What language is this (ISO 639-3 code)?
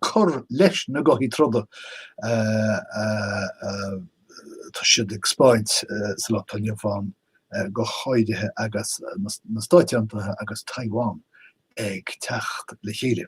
gle